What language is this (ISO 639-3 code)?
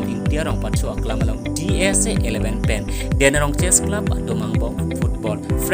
mjw